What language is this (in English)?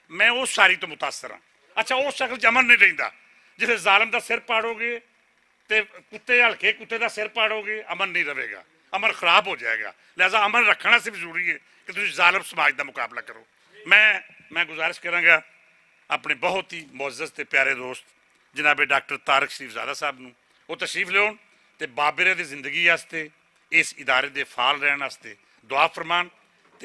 Western Panjabi